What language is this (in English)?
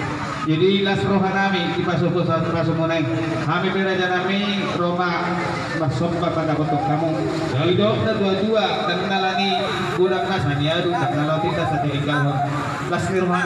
Batak Toba